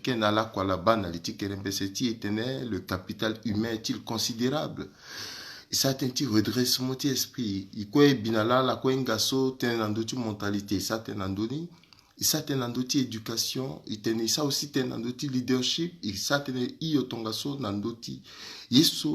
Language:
Sango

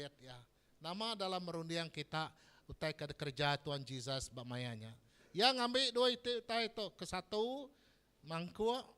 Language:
Iban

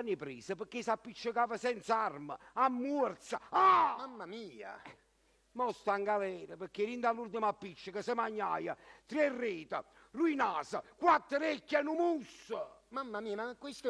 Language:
Neapolitan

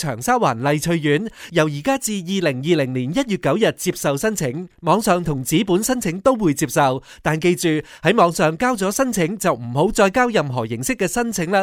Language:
Cantonese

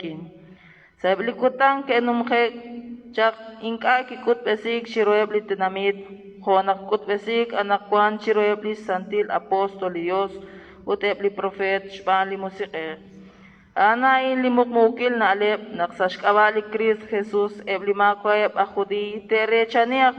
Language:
Kekchí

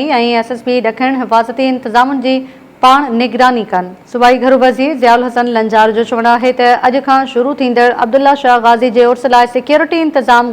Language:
Sindhi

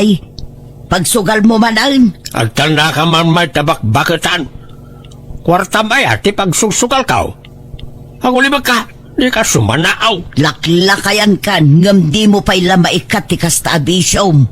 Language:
Iloko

